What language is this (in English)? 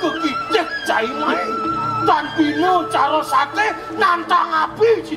Balinese